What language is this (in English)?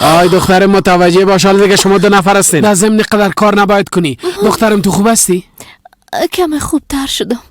Persian